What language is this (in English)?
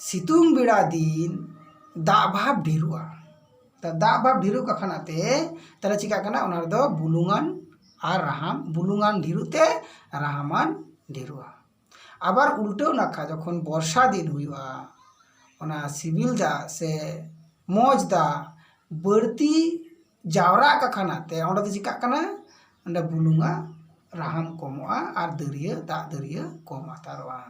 Santali